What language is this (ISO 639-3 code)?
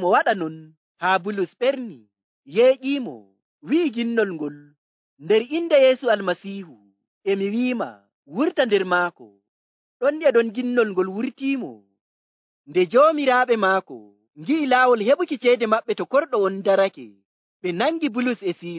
fuv